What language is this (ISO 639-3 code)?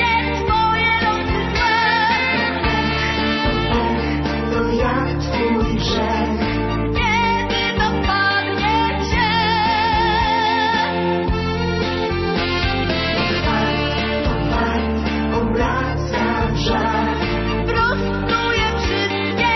pol